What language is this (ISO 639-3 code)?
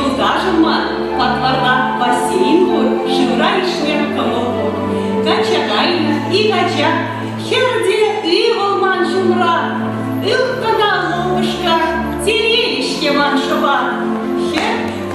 chv